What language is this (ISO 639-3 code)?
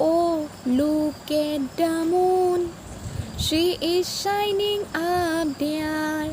asm